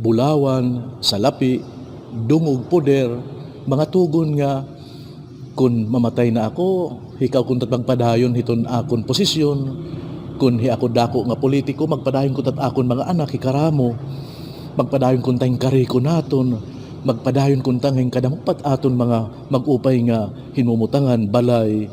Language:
Waray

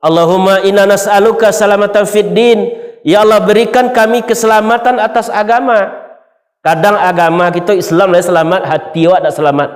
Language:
Minangkabau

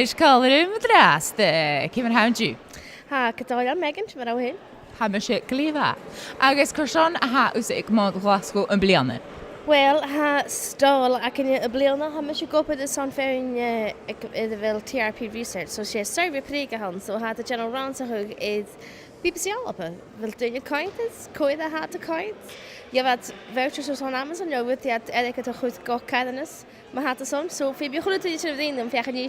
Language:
Scottish Gaelic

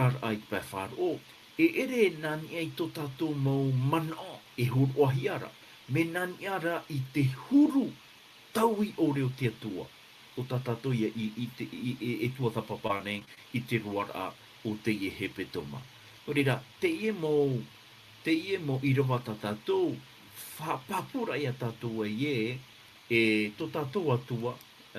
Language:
Tahitian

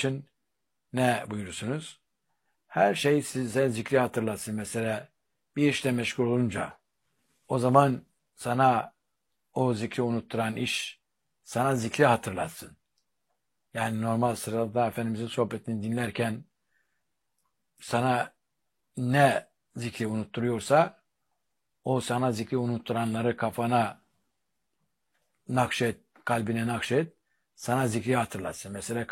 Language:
Turkish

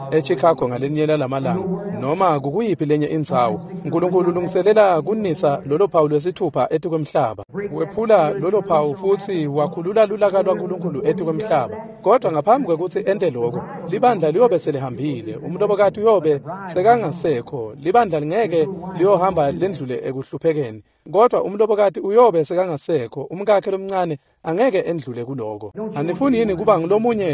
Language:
Swati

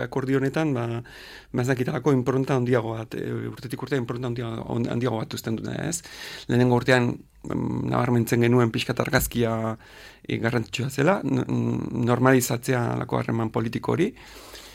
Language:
Basque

